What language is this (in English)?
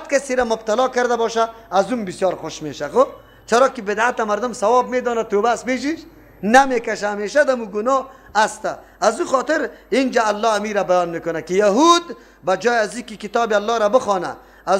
Persian